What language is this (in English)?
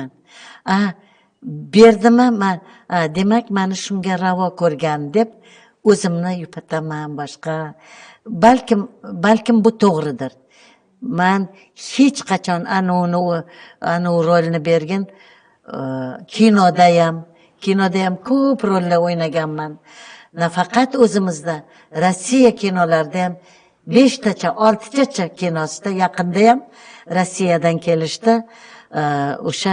Uzbek